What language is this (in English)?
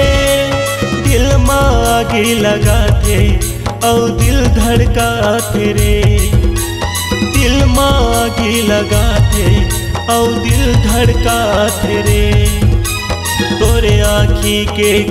Chhattisgarhi